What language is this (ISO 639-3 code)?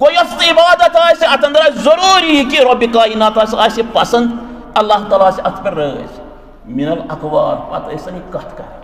kas